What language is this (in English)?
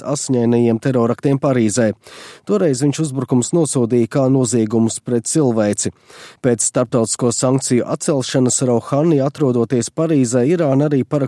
Latvian